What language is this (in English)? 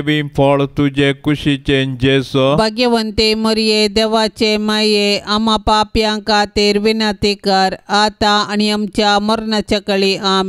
Konkani